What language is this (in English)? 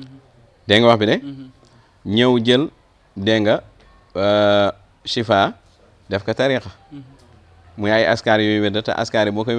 Wolof